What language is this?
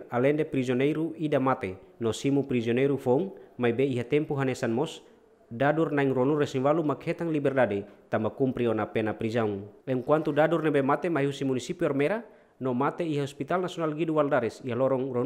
Tetum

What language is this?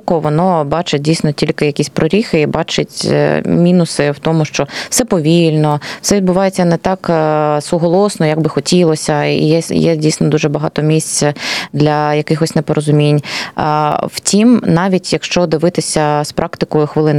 Ukrainian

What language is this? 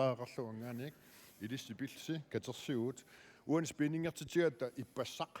Kalaallisut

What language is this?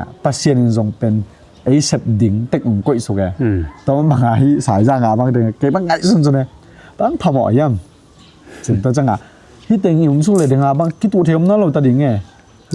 Tedim Chin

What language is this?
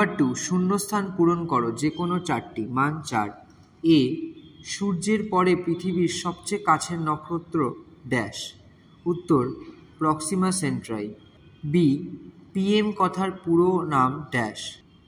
Bangla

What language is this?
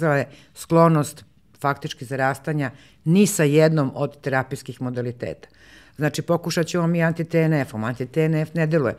Serbian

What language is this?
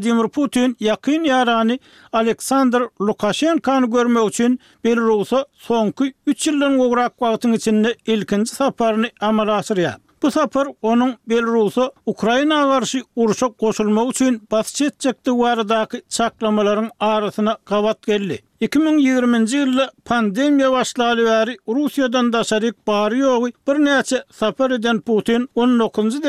Turkmen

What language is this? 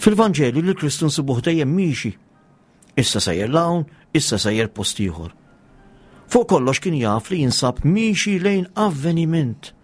Maltese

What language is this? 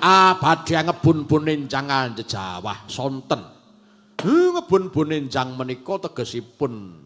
Javanese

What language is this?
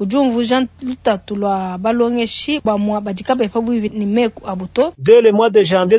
Luba-Lulua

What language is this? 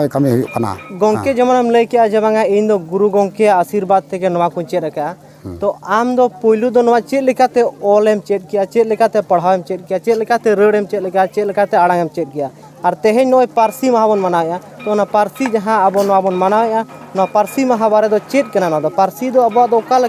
Santali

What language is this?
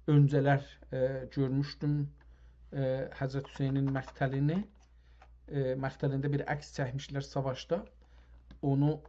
South Azerbaijani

